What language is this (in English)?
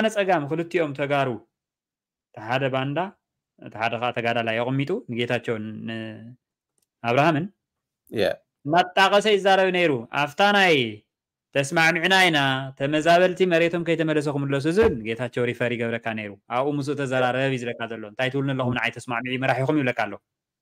Tigrinya